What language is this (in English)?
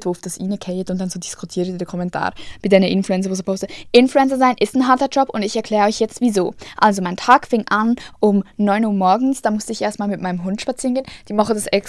Swiss German